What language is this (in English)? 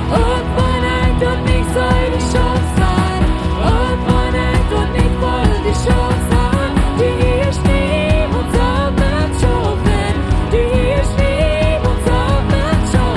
Plautdietsch